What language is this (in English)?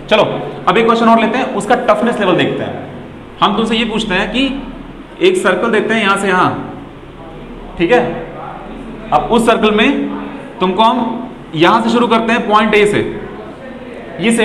Hindi